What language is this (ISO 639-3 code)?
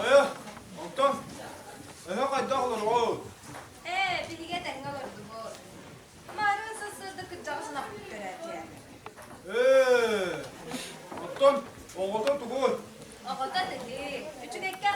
sah